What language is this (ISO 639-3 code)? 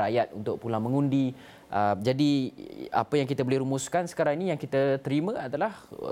msa